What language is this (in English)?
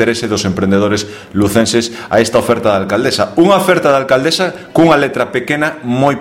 Galician